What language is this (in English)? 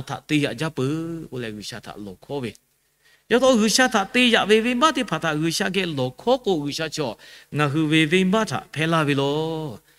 Lahu